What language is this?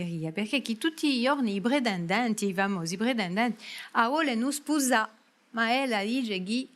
Corsican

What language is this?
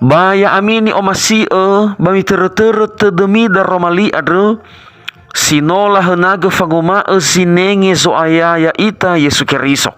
Nias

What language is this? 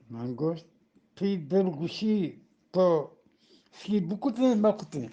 Eastern Balochi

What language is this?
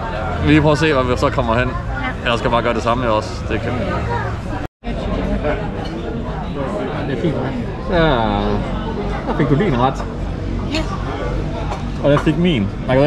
Danish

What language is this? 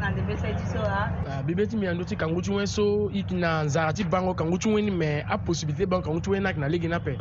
Sango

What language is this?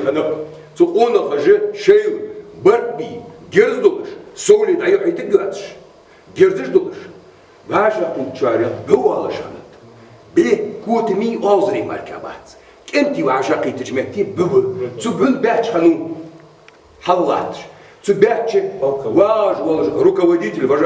Ingush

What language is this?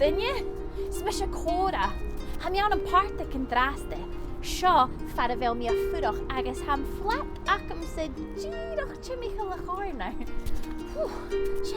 Scottish Gaelic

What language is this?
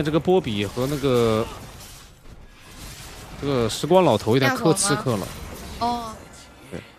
Chinese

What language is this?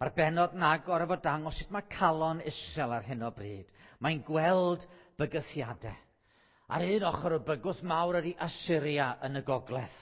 Welsh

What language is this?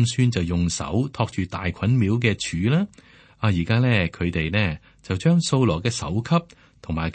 Cantonese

